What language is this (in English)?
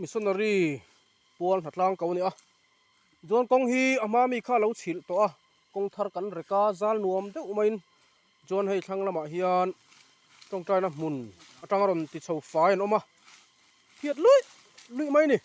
Mizo